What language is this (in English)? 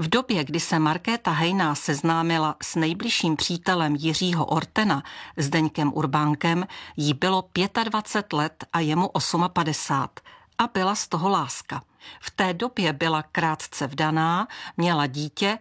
Czech